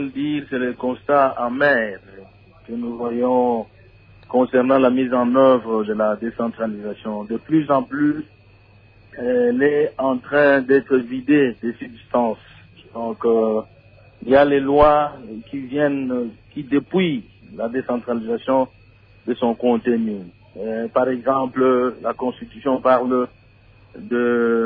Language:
French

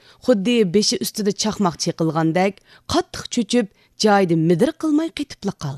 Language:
Uyghur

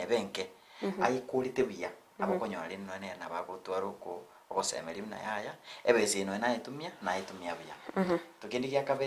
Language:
Gusii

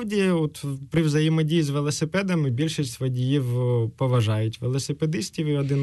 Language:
Ukrainian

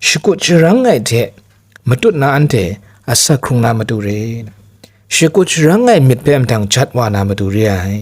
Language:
Kachin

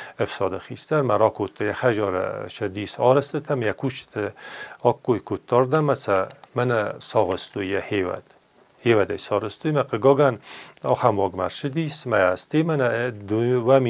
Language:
Ossetic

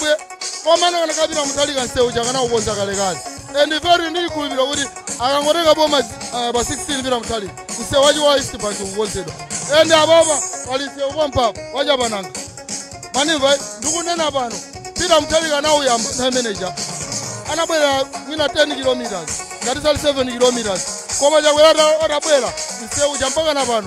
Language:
Nyanja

